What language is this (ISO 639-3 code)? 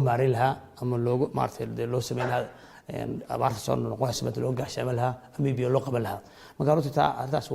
som